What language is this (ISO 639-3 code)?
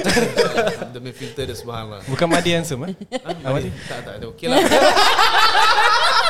msa